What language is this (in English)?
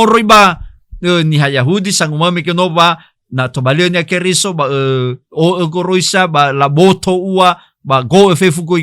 Nias